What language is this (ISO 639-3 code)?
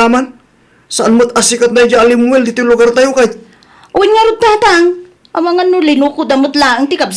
ilo